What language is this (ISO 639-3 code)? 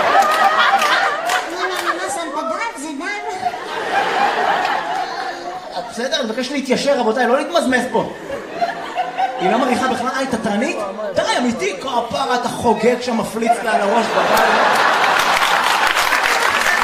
heb